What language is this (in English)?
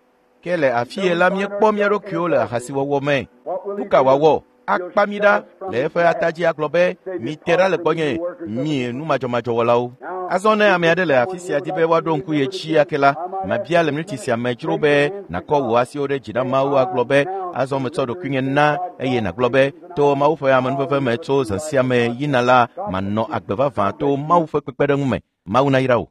Ewe